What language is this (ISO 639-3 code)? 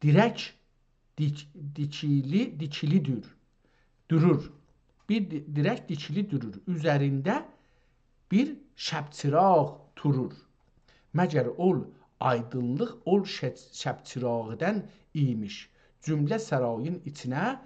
azb